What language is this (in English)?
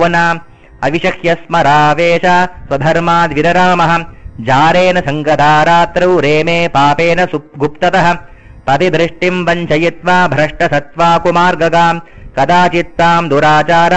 Sanskrit